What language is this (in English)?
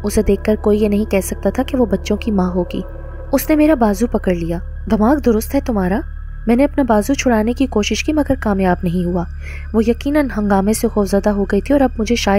Urdu